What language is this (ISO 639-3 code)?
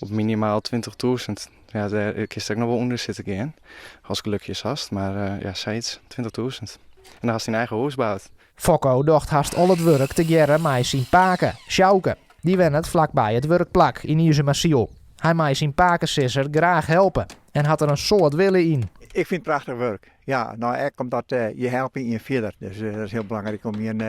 fry